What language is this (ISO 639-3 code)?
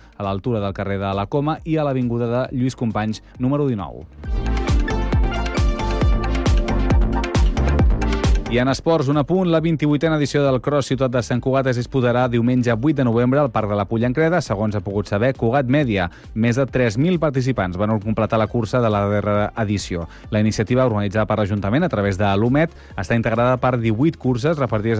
cat